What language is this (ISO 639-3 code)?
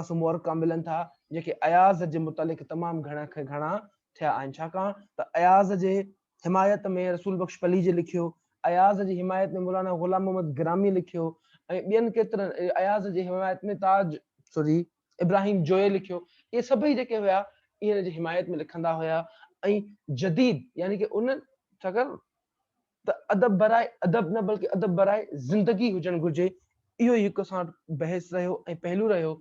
snd